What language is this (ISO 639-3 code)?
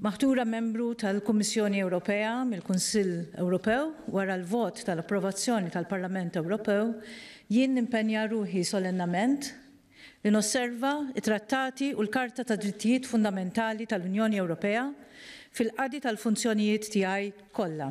mlt